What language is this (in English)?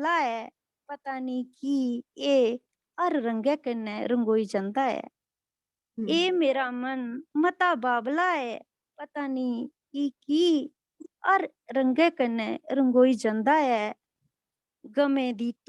Dogri